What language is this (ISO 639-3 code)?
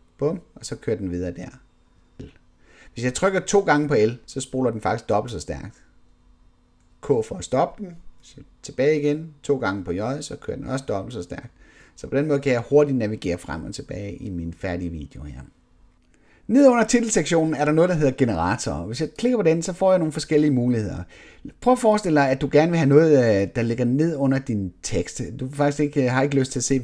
dan